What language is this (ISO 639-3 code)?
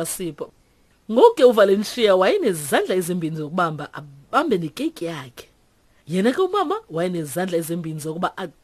xho